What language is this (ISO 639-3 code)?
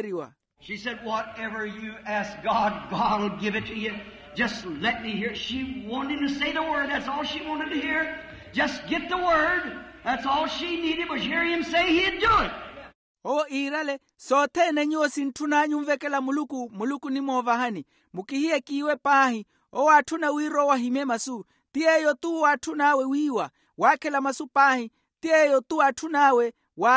vmw